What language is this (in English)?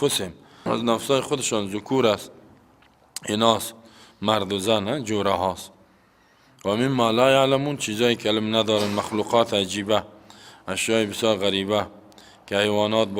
Persian